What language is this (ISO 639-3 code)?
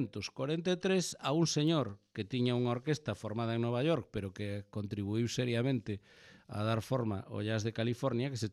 glg